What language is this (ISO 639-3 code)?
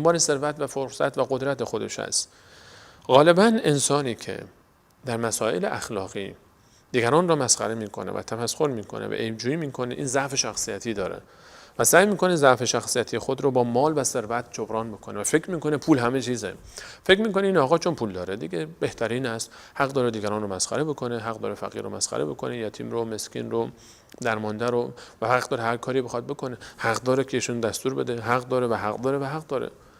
fas